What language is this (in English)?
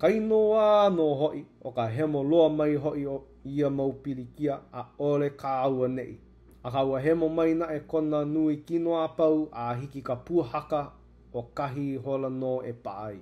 Hawaiian